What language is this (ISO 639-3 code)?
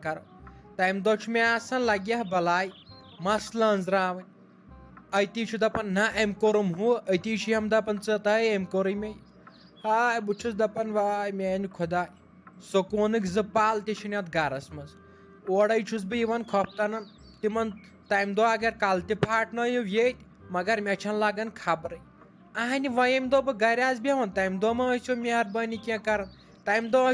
kas